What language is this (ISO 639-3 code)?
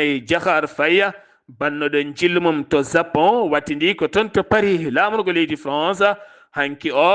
ful